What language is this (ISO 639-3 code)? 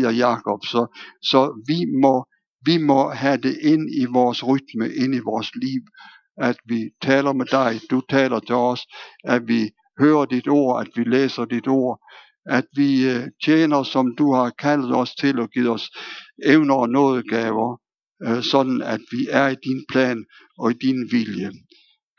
dan